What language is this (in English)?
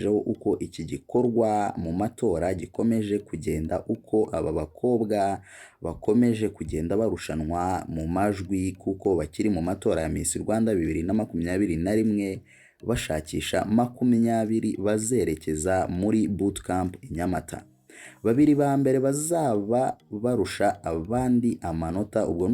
Kinyarwanda